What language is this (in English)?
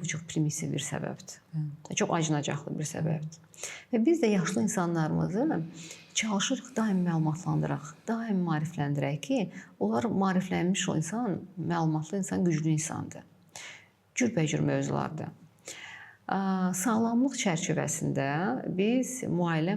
Azerbaijani